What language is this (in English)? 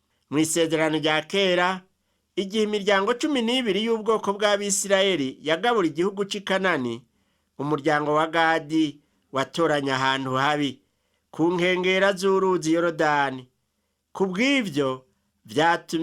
Rundi